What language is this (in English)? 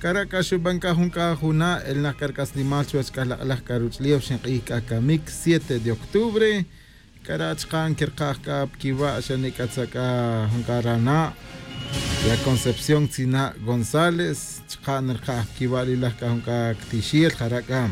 Tz'utujil